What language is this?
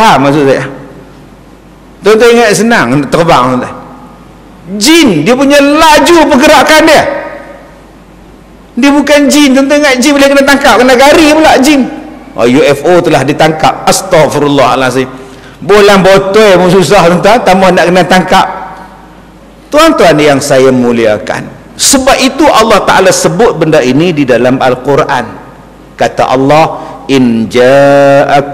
Malay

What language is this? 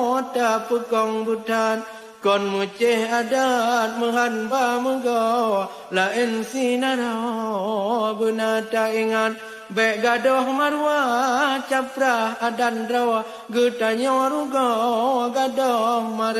Achinese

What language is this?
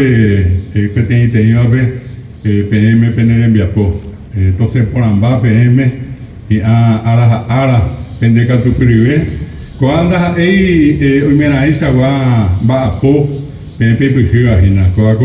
Guarani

